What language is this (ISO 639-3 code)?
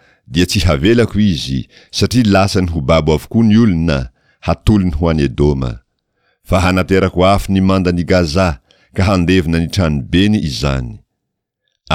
mlg